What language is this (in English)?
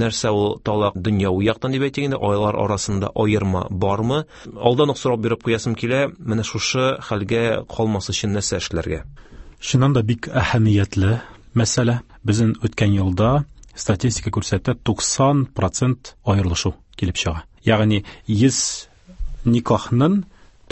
Tatar